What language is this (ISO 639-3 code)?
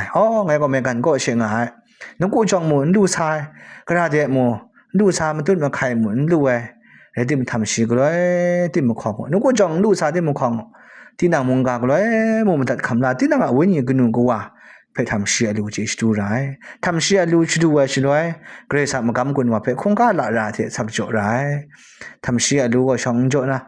kac